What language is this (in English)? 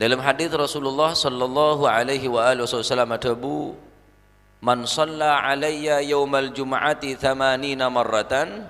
Madurese